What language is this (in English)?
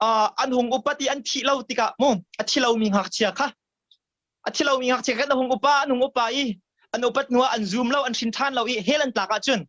Hakha Chin